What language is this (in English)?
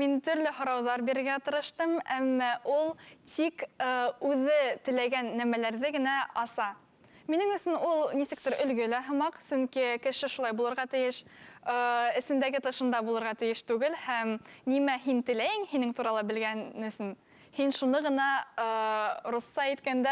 Bashkir